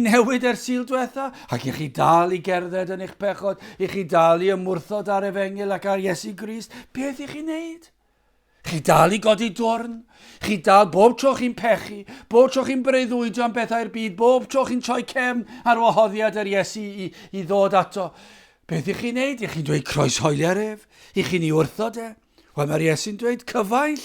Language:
Welsh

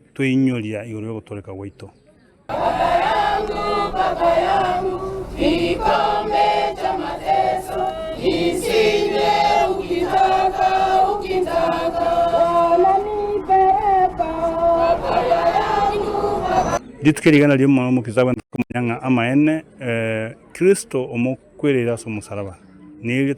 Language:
Gusii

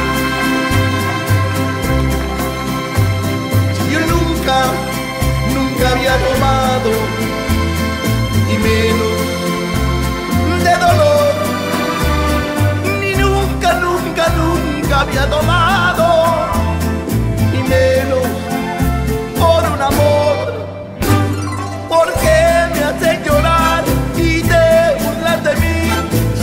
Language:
Spanish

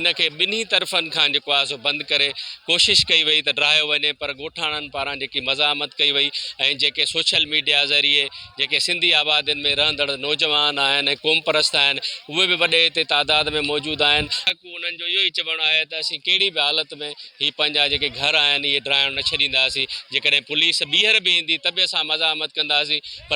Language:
Sindhi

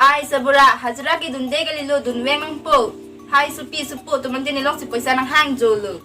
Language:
Karbi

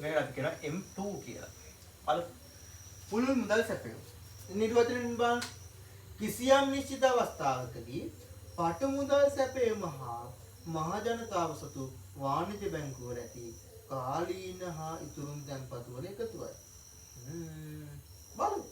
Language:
Sinhala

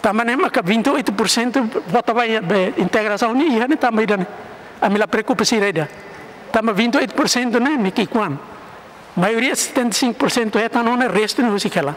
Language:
Tetum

